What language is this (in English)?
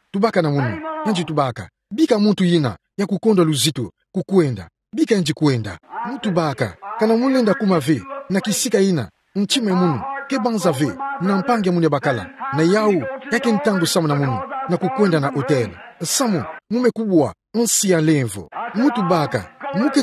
Kituba (Democratic Republic of Congo)